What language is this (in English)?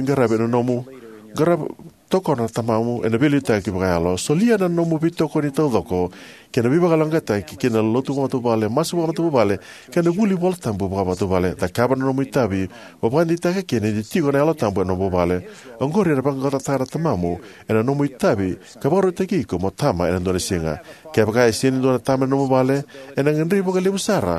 Fijian